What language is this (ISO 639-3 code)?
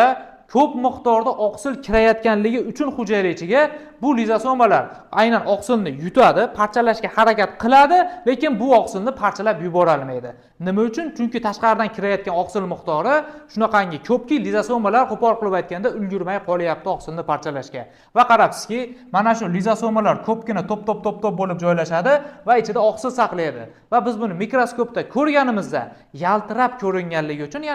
uzb